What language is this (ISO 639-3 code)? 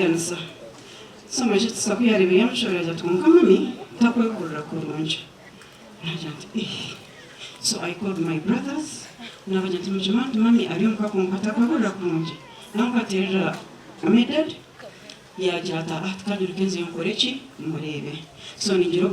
nyn